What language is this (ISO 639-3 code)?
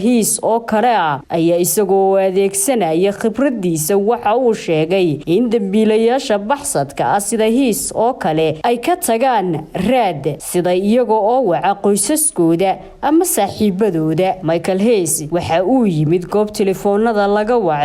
som